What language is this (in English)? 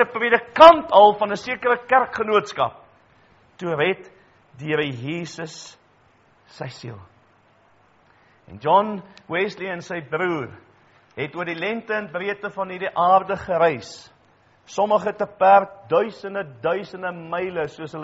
Afrikaans